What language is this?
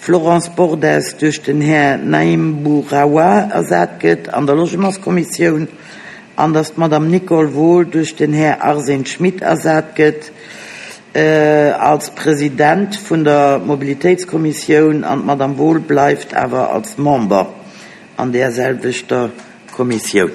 Luxembourgish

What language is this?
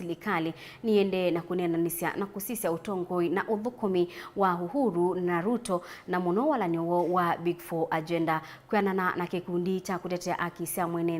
Kamba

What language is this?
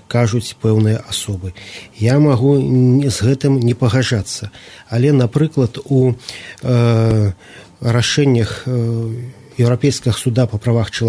Belarusian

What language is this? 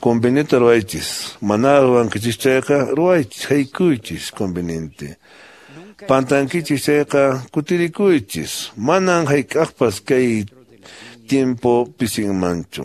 Quechua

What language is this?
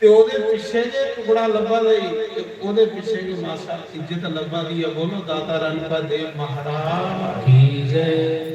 Dogri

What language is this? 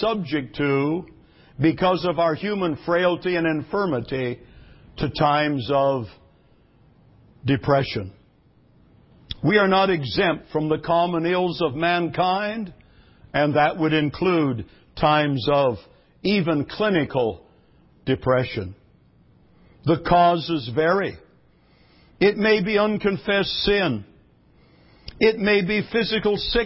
English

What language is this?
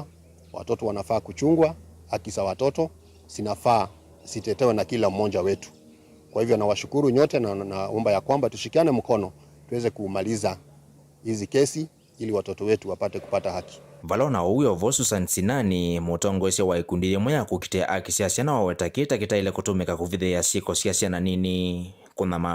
Kamba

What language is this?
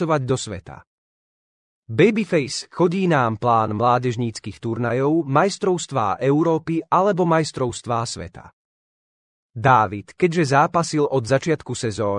Slovak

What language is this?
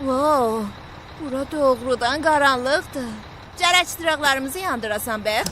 South Azerbaijani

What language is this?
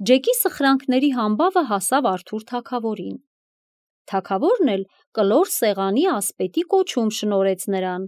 Armenian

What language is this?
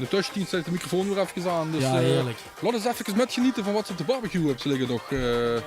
Limburgish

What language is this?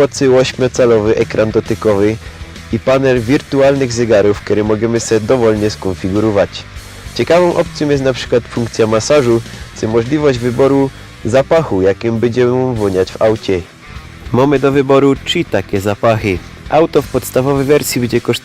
Silesian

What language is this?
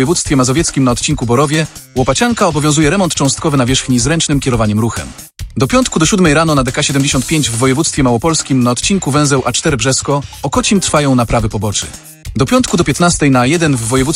Polish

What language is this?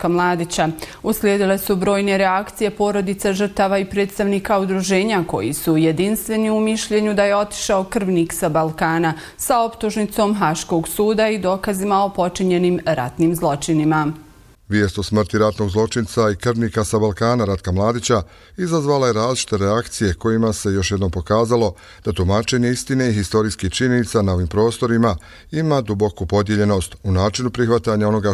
Bosnian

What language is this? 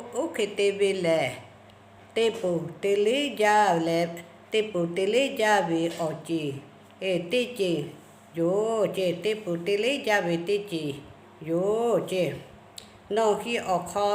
Lahu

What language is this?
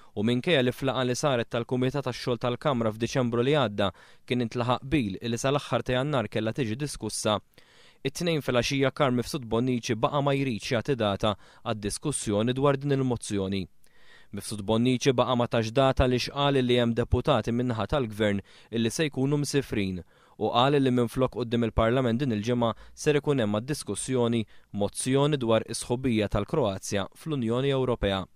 Maltese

